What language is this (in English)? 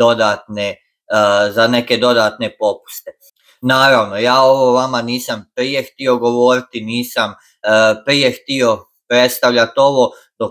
Croatian